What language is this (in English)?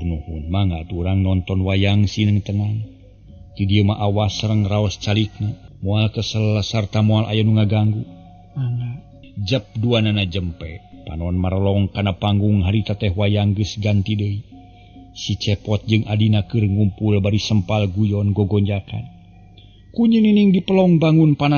Sundanese